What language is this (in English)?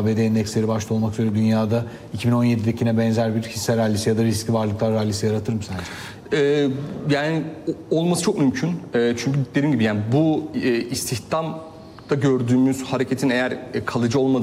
Turkish